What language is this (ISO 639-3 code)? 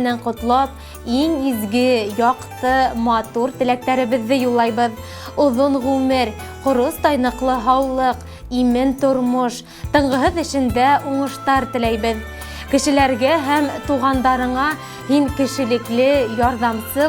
bak